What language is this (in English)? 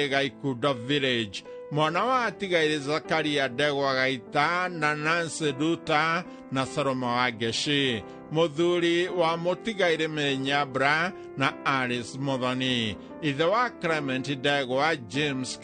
Kikuyu